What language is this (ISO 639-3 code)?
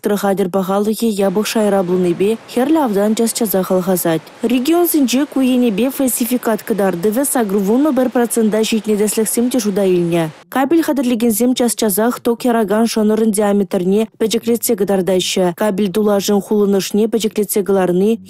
chv